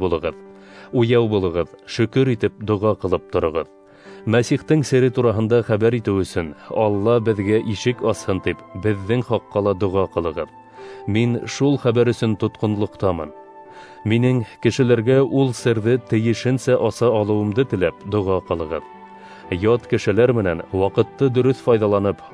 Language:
Bashkir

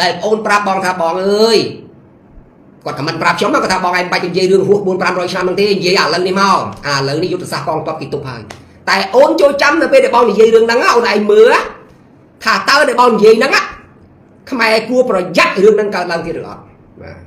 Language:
Khmer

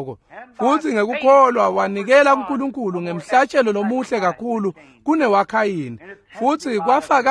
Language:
Swati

